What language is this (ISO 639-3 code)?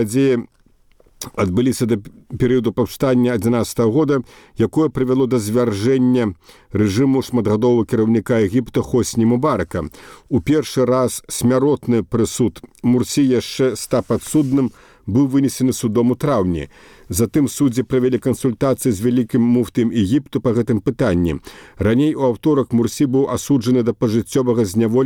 bel